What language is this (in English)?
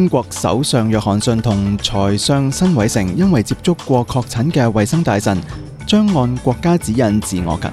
Cantonese